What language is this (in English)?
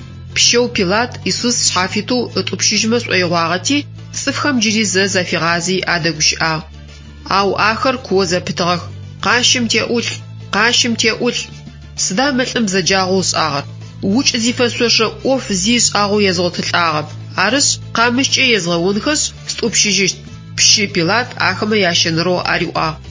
Adyghe